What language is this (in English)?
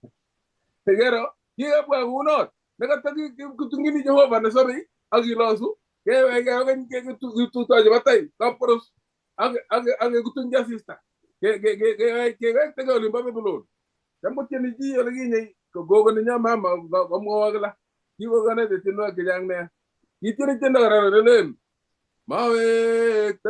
Kalenjin